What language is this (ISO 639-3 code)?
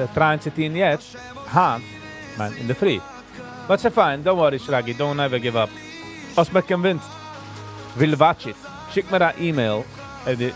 yid